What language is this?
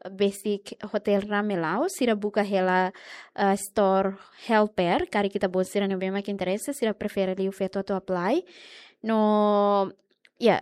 Tetum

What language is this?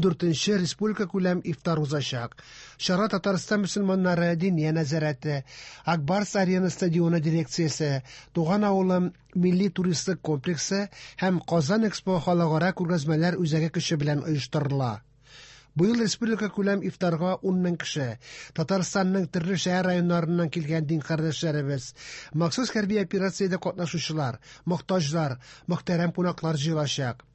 Tatar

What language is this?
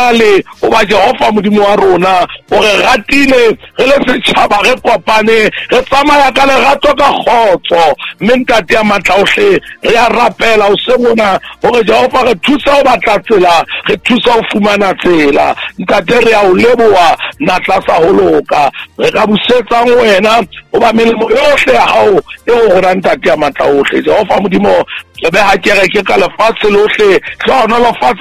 Southern Sotho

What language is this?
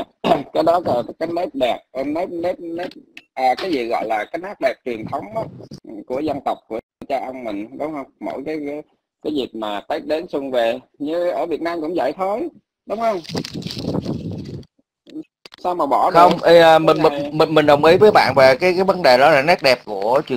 Vietnamese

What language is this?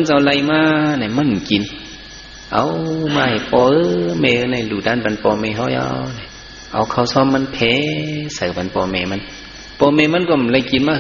Shan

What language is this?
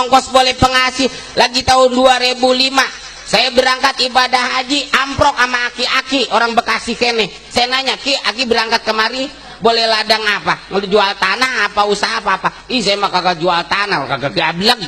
Betawi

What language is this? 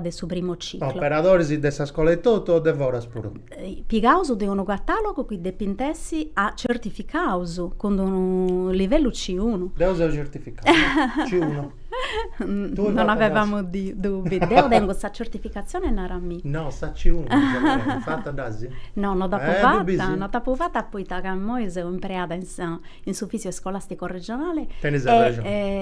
Sardinian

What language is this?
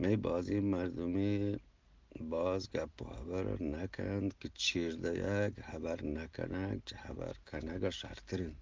Eastern Balochi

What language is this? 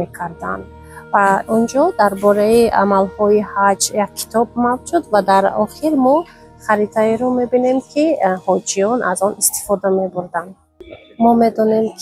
Tajik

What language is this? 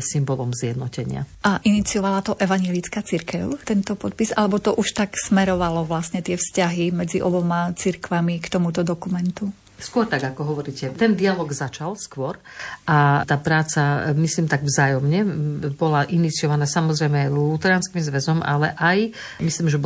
Slovak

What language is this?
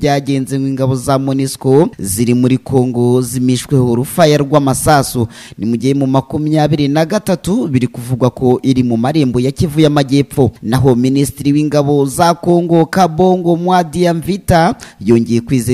Kinyarwanda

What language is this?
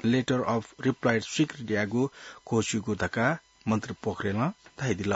Newari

